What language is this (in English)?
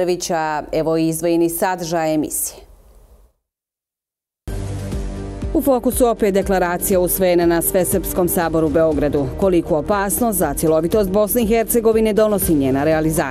Bosnian